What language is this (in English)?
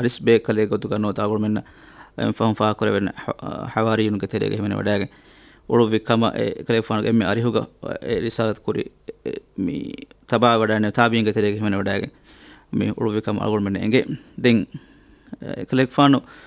Divehi